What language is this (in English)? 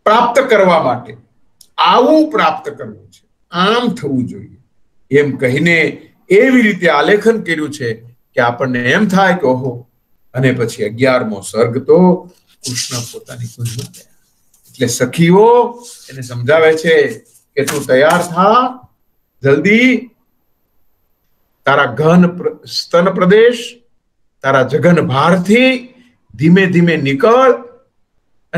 Gujarati